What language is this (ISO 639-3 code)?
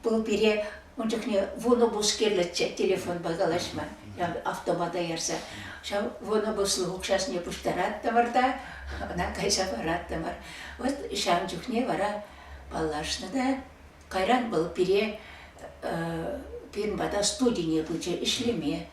chv